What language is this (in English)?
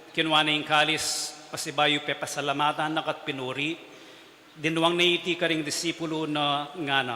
Pampanga